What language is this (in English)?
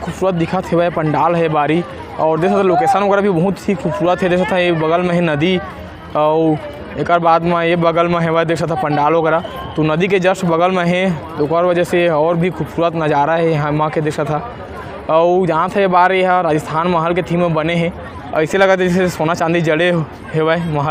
Chhattisgarhi